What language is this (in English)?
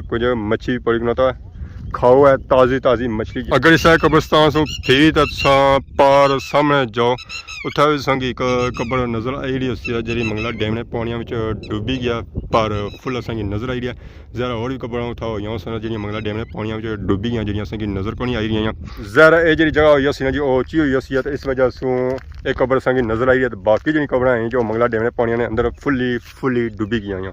Pahari-Potwari